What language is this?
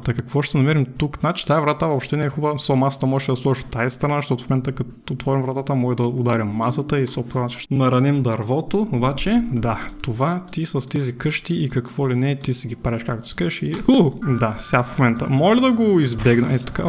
Bulgarian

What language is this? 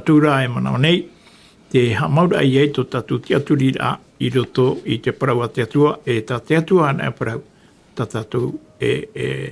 Tahitian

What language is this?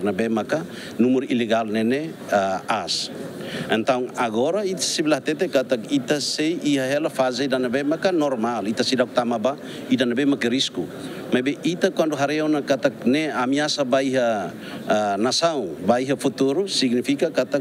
Tetum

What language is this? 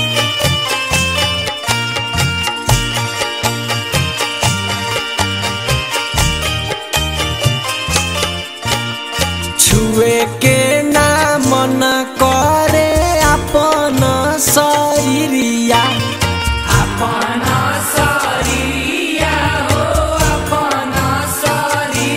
Bhojpuri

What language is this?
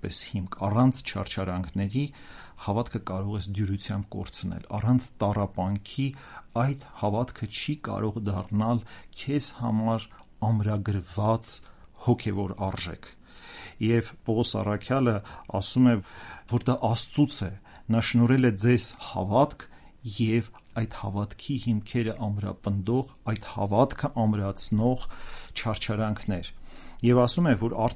Armenian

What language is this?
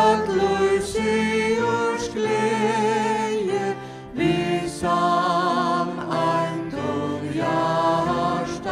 Faroese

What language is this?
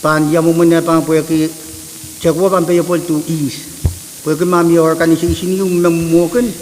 Pohnpeian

